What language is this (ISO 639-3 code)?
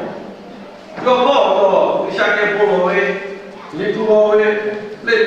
lhu